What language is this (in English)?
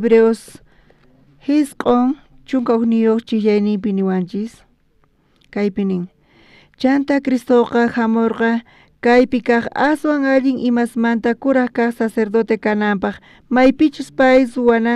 South Bolivian Quechua